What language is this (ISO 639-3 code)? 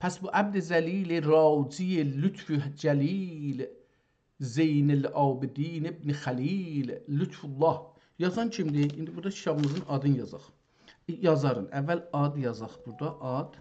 azb